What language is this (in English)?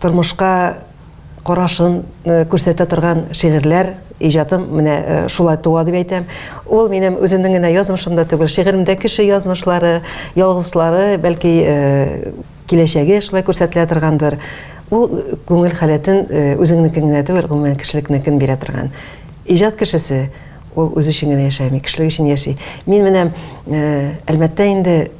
Tatar